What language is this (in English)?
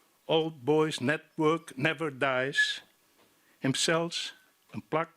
Western Frisian